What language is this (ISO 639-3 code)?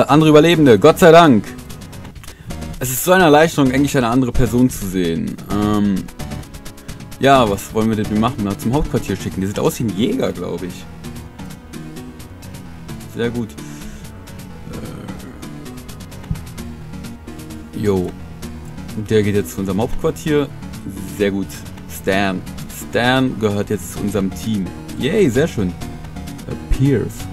deu